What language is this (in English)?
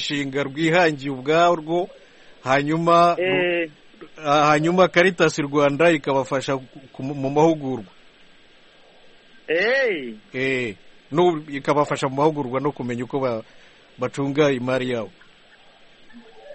Kinyarwanda